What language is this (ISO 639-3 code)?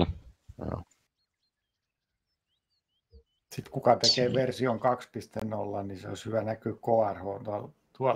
fin